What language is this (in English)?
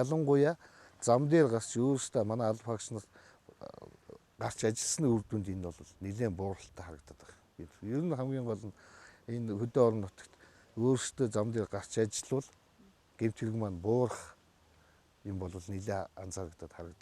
Mongolian